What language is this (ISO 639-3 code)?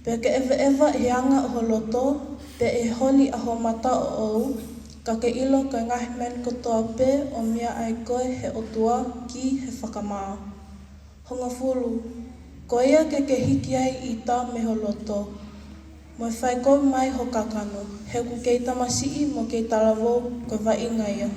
ton